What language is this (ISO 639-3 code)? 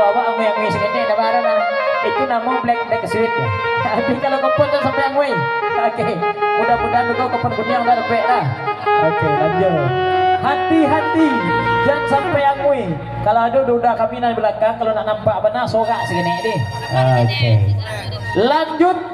min